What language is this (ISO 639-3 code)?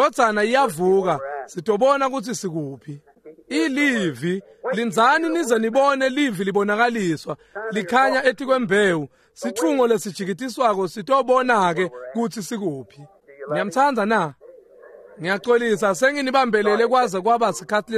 ssw